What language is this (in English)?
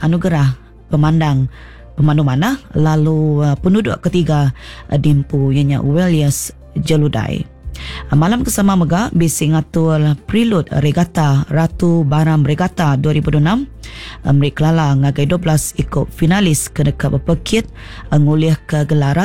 Iban